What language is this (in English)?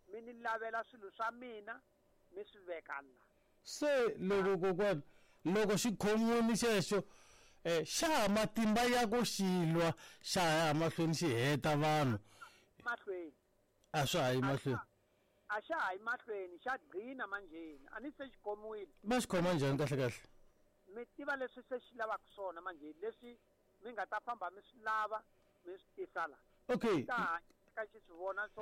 Tsonga